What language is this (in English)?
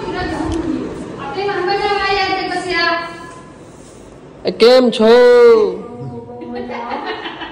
Gujarati